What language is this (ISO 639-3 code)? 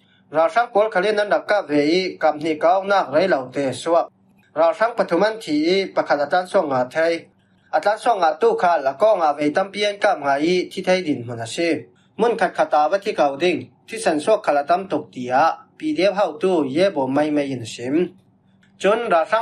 cfm